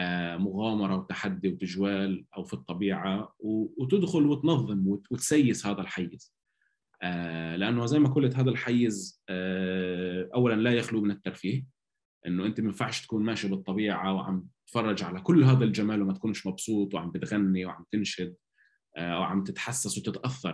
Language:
North Levantine Arabic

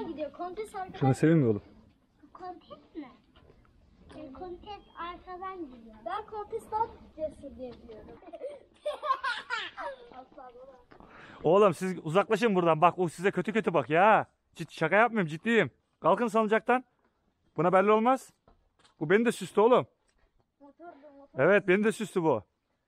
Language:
Turkish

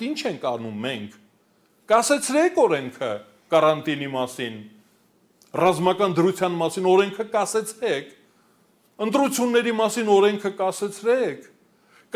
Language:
Armenian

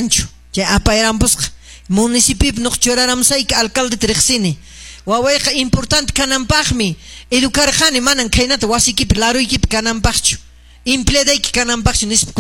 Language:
Quechua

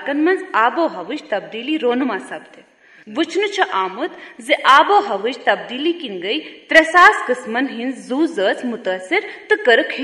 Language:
Kashmiri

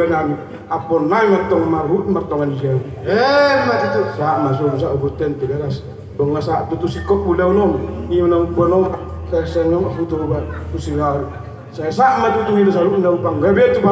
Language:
Batak Toba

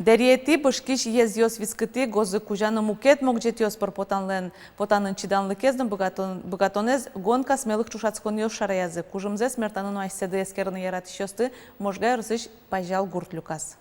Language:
Udmurt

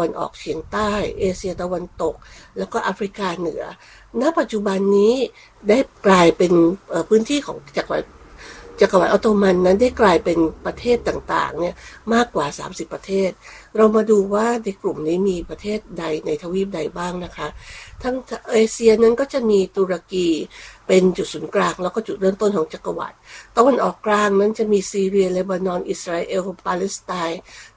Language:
Thai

